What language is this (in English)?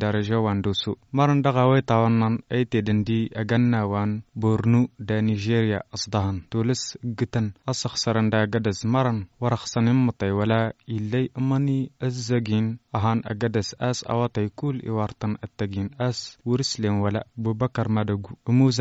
Hausa